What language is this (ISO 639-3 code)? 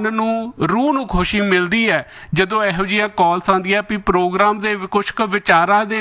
pan